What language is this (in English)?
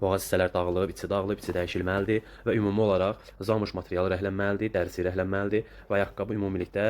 Azerbaijani